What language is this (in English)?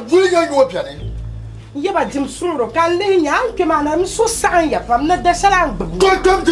Dagbani